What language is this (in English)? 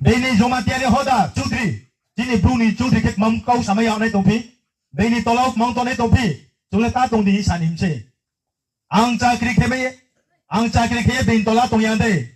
Riang (India)